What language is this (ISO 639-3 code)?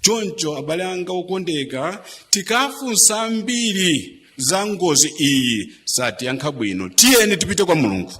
nya